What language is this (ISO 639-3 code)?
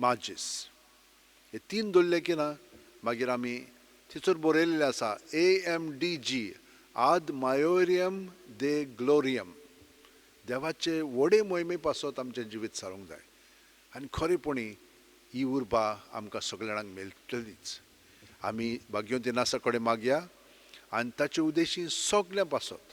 kok